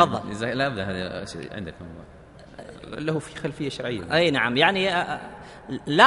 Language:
Arabic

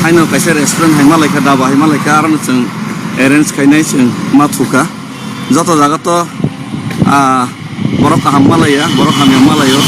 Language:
Kok Borok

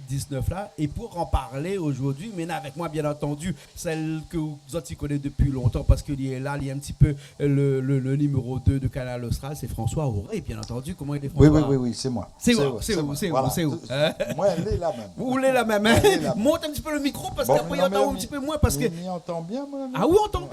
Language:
Réunion Creole French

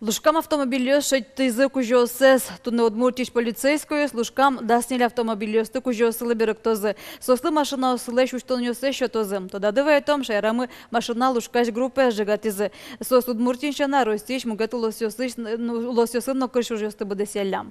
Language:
Udmurt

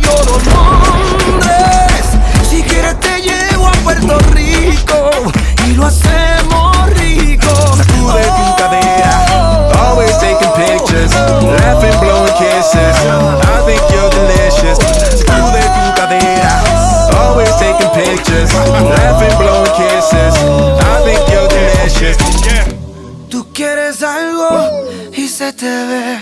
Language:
Spanish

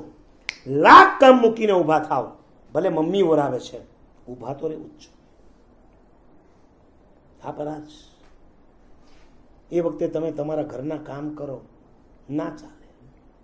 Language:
Gujarati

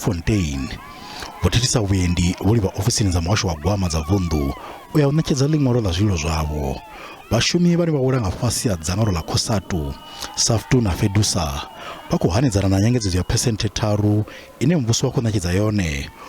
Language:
Venda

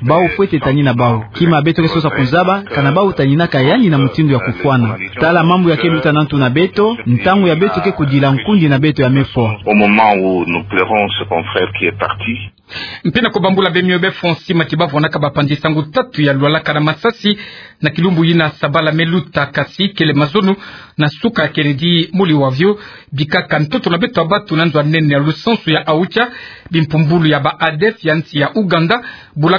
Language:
Kituba (Democratic Republic of Congo)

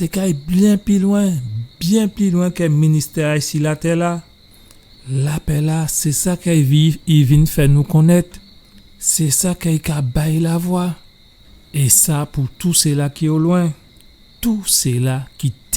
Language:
Guadeloupean Creole French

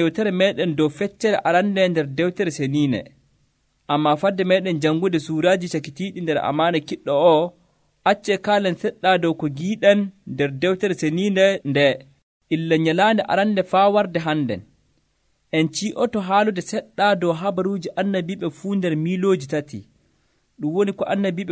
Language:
Nigerian Fulfulde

